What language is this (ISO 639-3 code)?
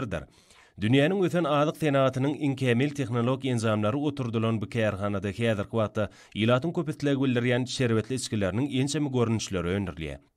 tuk